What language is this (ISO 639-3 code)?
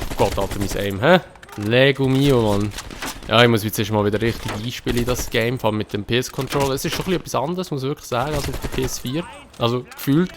gsw